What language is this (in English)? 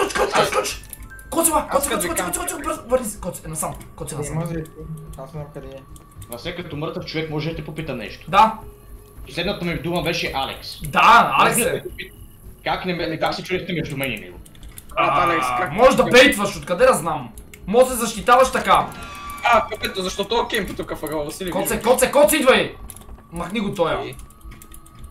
Bulgarian